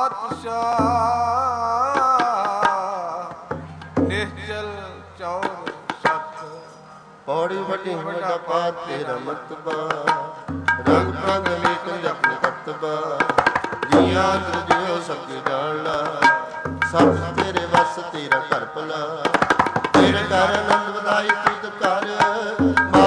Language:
Punjabi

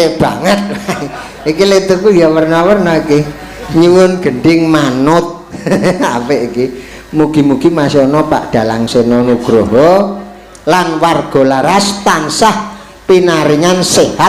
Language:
Javanese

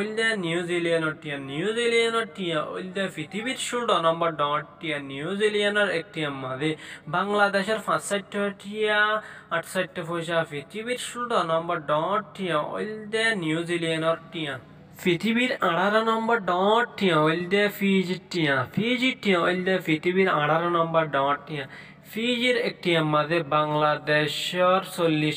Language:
Rohingya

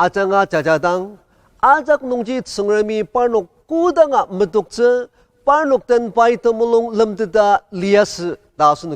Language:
Ao Naga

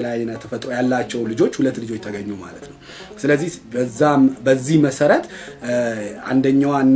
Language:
Amharic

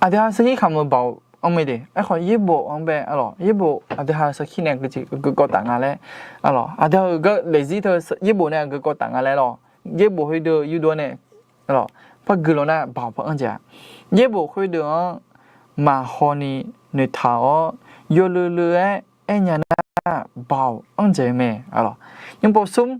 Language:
Akha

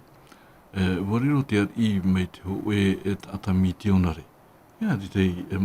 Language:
Tahitian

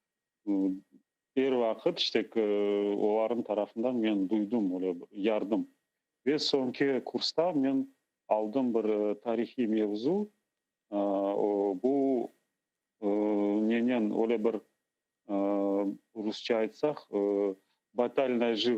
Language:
Crimean Tatar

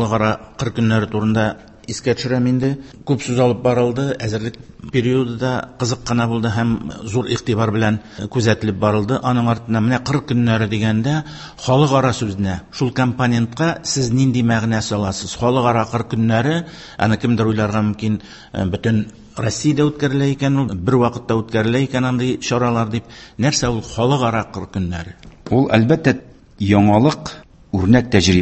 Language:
Tatar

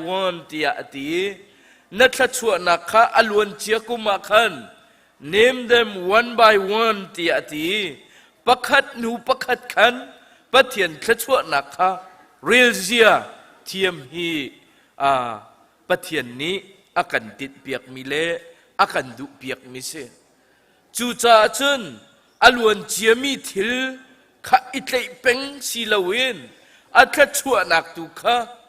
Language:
Hakha Chin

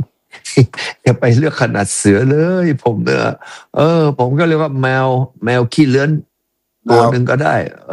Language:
Thai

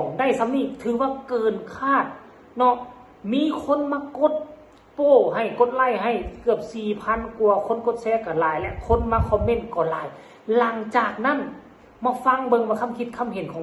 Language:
Northeastern Thai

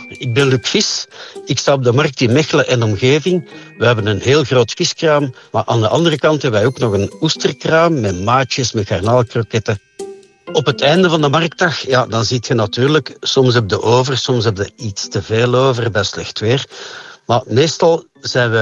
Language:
Dutch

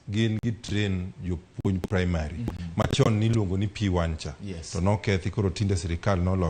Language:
Luo (Kenya and Tanzania)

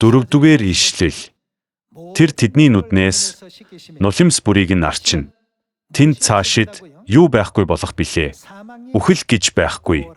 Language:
Mongolian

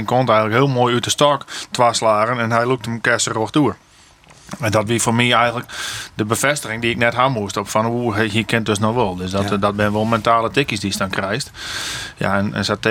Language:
Western Frisian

